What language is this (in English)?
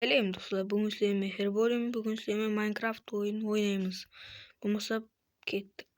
Kara-Kalpak